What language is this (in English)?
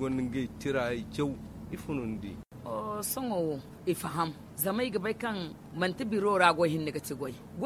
Zarma